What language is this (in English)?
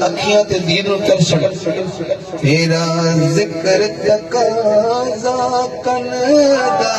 Saraiki